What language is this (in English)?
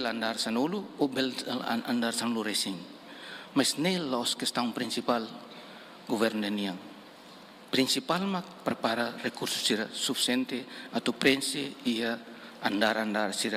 Tetum